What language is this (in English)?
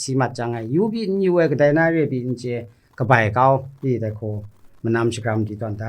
Kachin